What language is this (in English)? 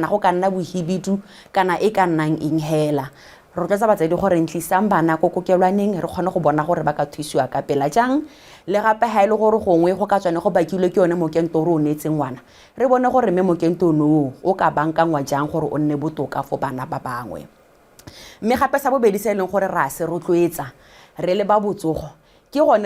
Tswana